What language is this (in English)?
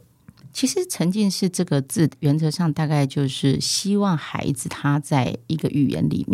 Chinese